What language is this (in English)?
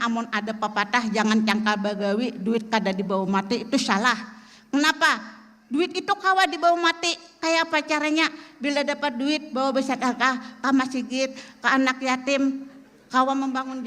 Banjar